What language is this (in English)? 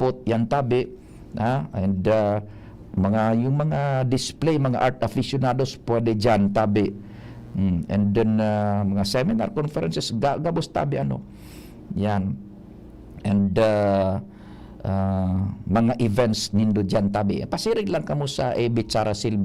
Bikol